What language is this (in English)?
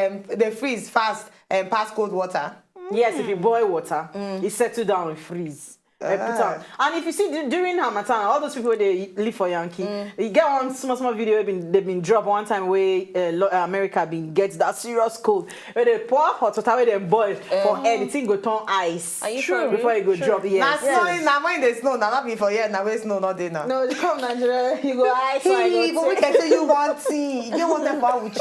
Nigerian Pidgin